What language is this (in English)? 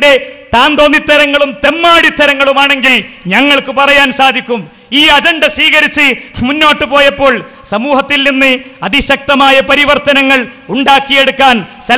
Malayalam